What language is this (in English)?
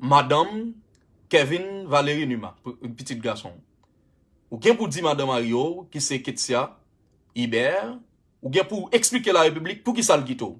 Haitian Creole